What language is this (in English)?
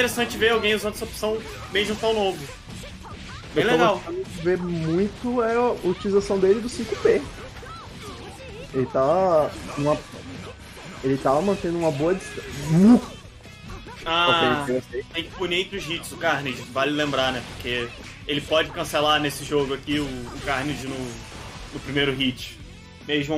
Portuguese